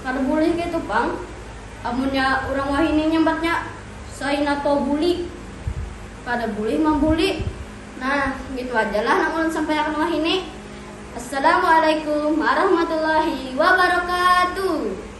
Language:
Banjar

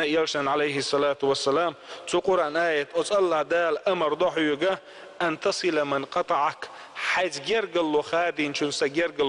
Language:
Chechen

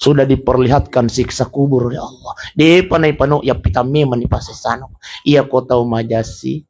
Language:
Buginese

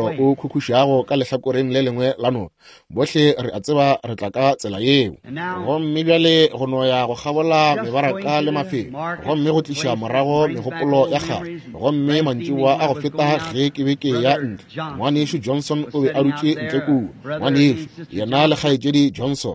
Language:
Northern Sotho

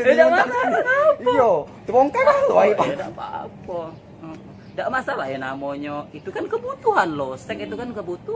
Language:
Musi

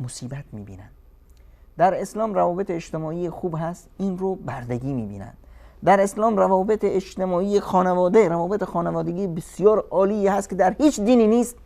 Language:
Persian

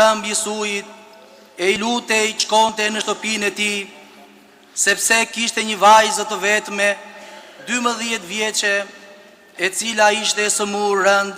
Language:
Albanian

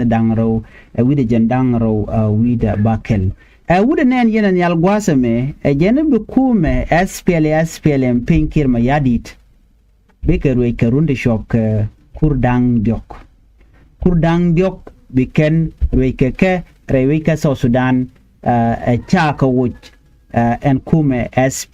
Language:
Nuer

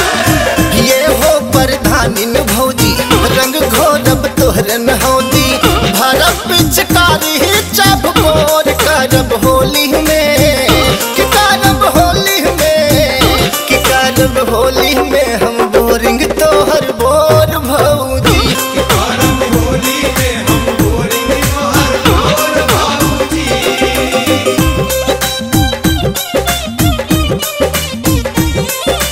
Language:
Bhojpuri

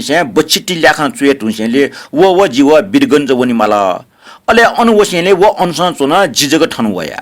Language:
Newari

